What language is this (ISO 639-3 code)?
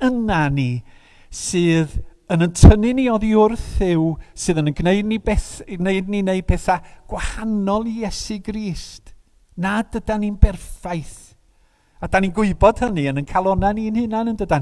cym